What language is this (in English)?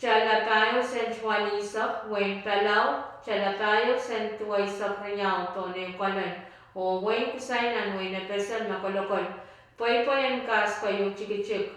Pohnpeian